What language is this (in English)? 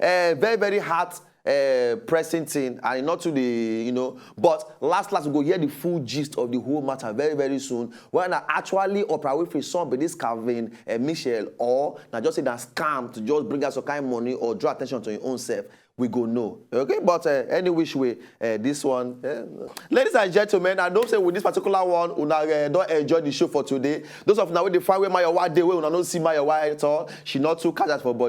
Nigerian Pidgin